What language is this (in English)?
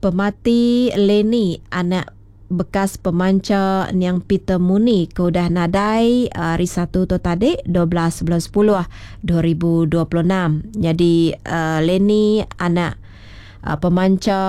Iban